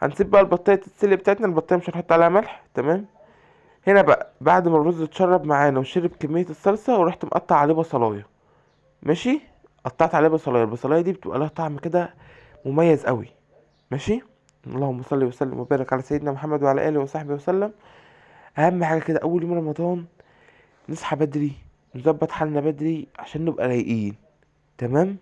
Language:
Egyptian Arabic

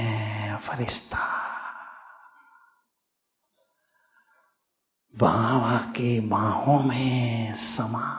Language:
Hindi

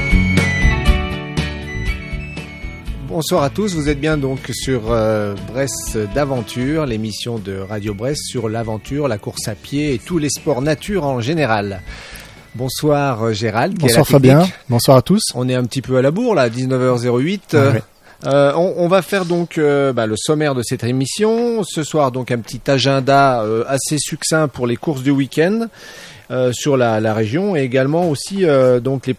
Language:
French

